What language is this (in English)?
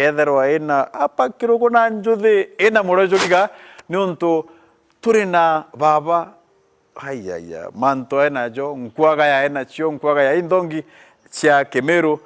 Meru